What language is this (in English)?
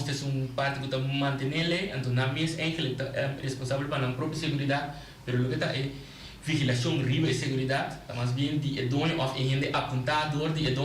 Papiamento